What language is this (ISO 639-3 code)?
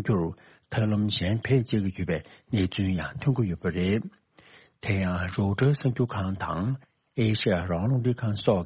bod